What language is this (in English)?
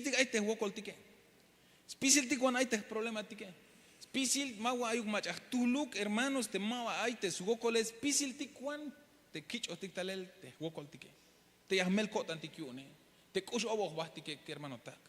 Tzeltal